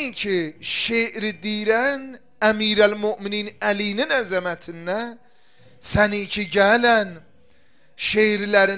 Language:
Azerbaijani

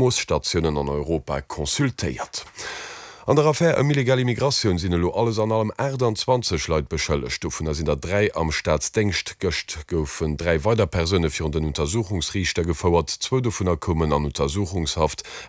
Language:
Luxembourgish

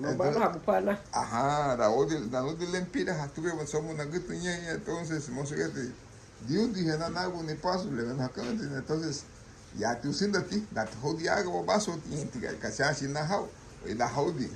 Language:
Garifuna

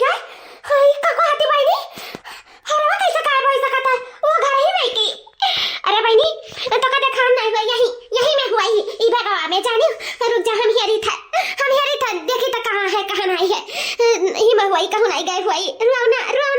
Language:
Awadhi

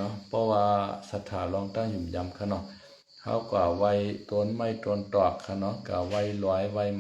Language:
Shan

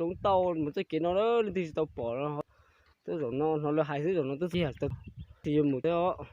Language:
Hmong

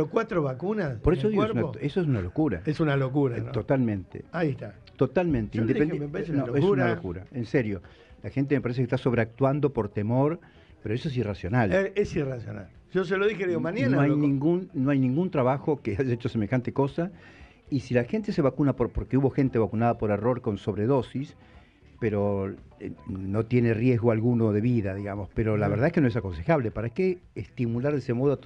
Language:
Spanish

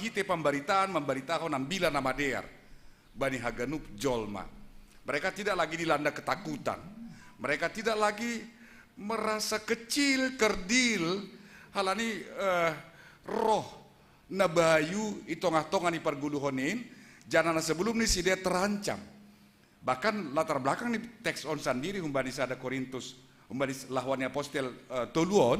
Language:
Batak Simalungun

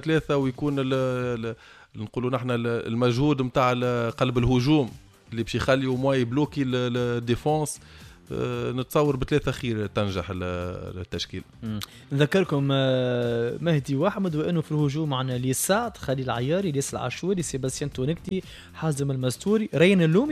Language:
Tunisian Arabic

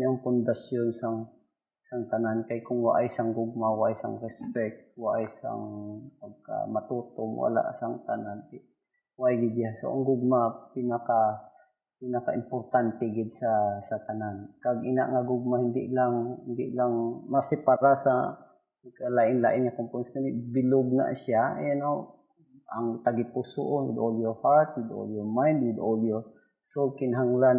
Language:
Hiligaynon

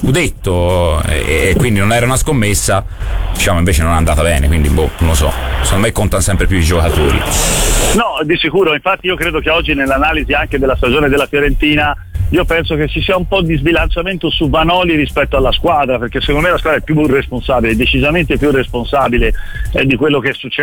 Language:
Italian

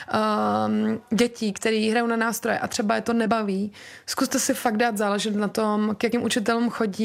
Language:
Czech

